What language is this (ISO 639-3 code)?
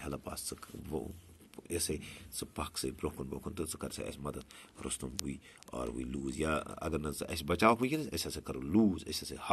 kas